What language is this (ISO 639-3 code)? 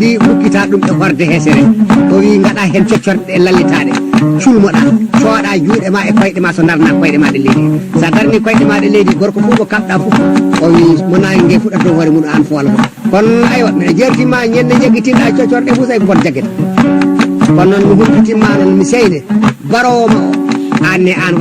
ful